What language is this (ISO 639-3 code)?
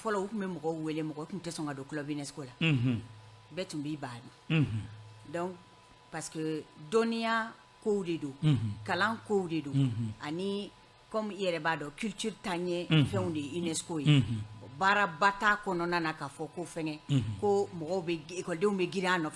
bam